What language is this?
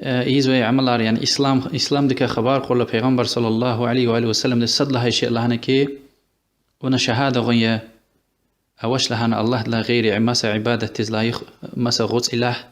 Lezghian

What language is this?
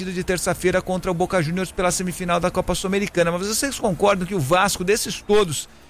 Portuguese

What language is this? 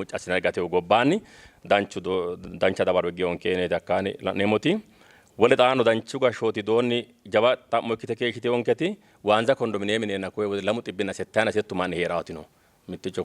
Sidamo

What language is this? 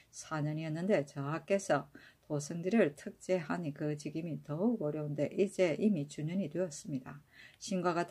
Korean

